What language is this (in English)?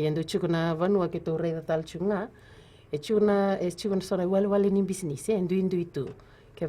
Fijian